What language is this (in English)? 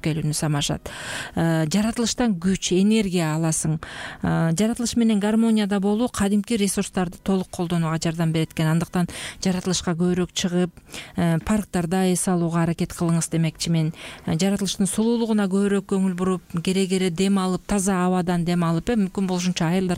Kyrgyz